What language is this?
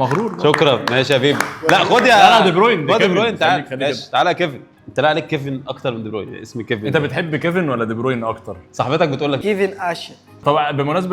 Egyptian Arabic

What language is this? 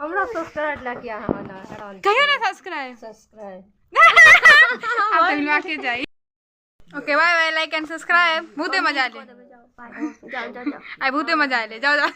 Maithili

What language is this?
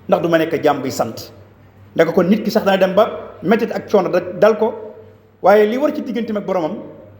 Wolof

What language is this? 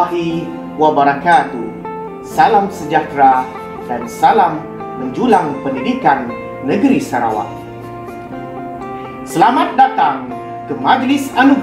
Malay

